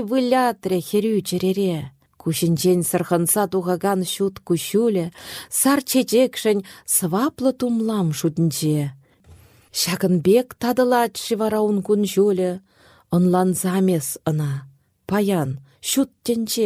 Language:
Chuvash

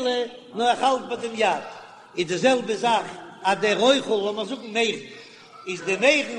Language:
Yiddish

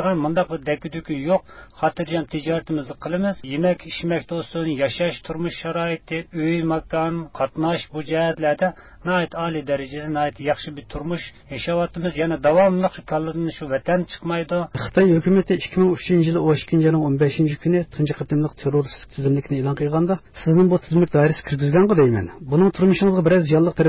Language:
Uyghur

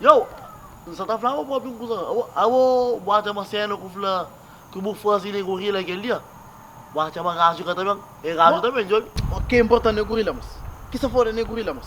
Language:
Kabuverdianu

